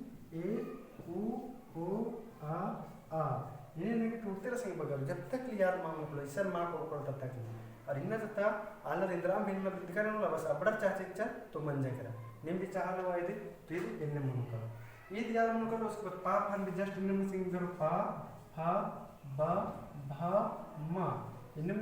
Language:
Kurukh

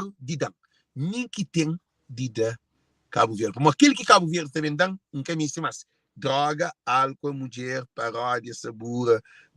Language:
Kabuverdianu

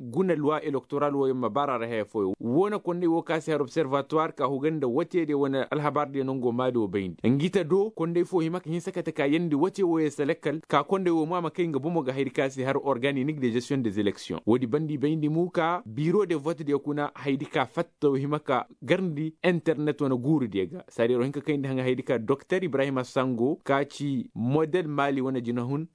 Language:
Koyraboro Senni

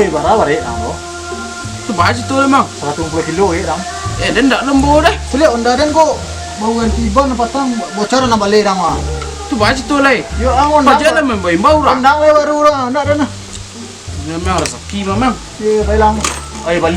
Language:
Minangkabau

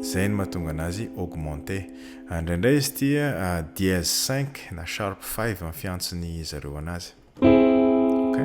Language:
Malagasy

